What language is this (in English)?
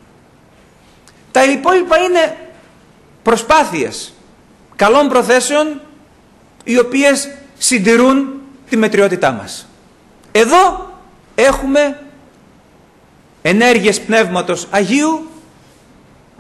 Greek